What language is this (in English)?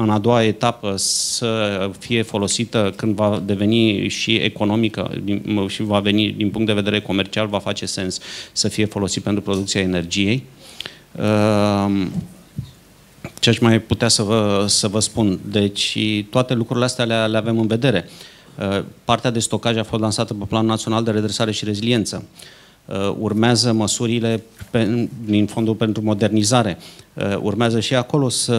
Romanian